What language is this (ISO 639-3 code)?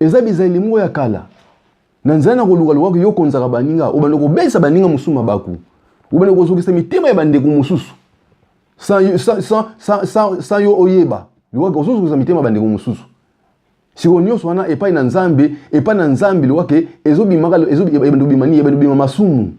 lin